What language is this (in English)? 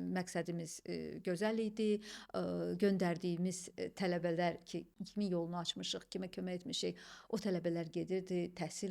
Azerbaijani